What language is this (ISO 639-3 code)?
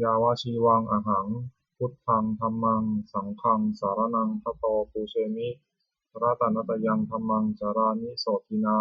pli